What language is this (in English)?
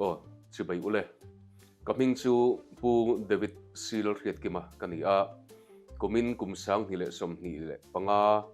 Mizo